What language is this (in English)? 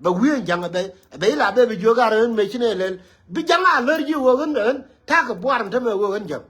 Nuer